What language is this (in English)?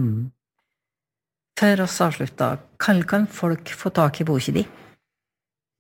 Norwegian